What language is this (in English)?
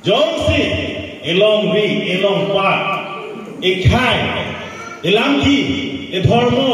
Karbi